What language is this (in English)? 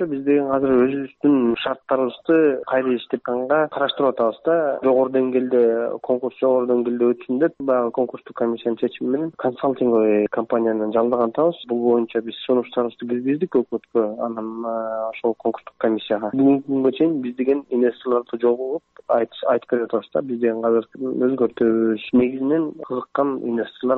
Kyrgyz